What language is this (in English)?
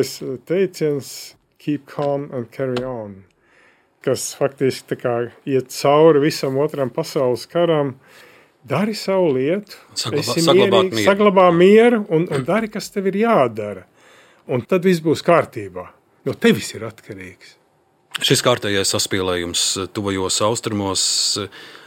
Latvian